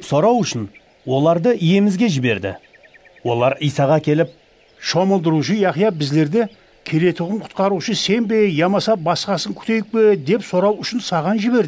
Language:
Kara-Kalpak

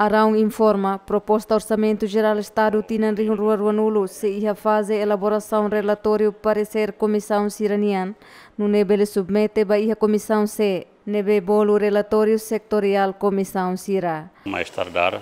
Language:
Tetum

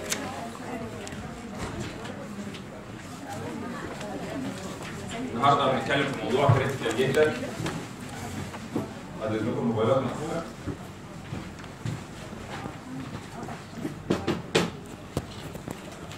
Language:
Egyptian Arabic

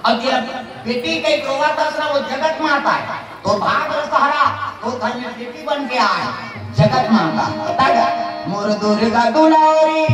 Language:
Chhattisgarhi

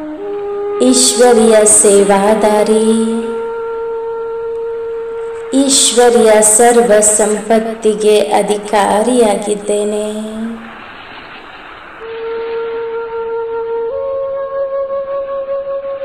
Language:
Kannada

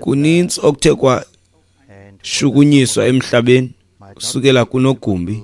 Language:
Xhosa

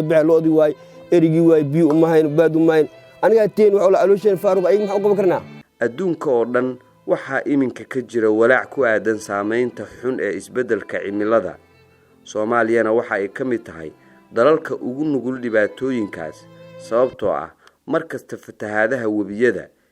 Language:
Somali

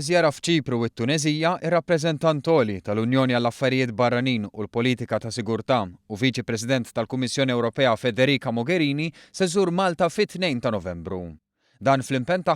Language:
Maltese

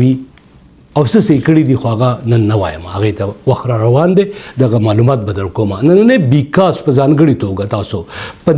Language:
Pashto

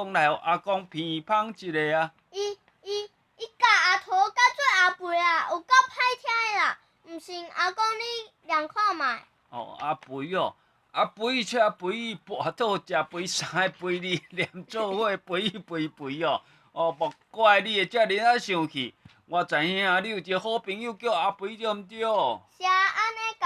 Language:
Min Nan Chinese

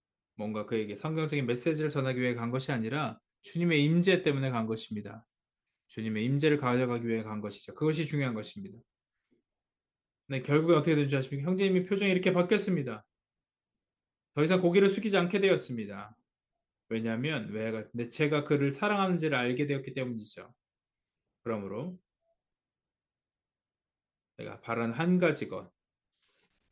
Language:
Korean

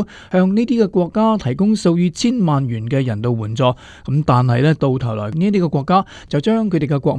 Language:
Cantonese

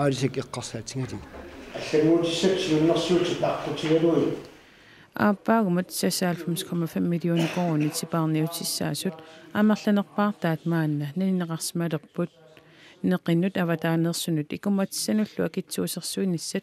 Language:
Kalaallisut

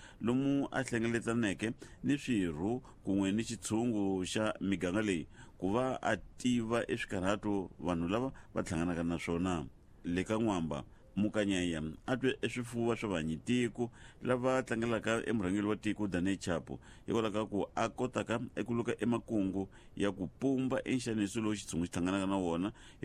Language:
Tsonga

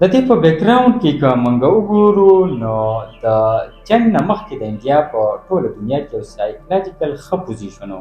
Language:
Pashto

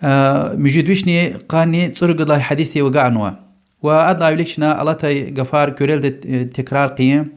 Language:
Lezghian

